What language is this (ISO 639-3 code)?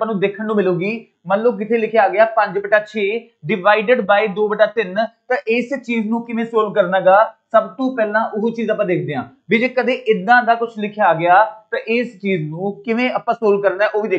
pan